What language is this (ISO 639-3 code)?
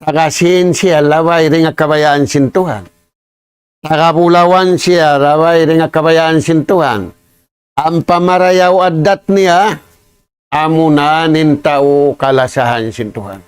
tsg